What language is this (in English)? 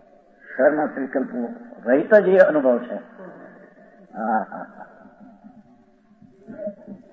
Gujarati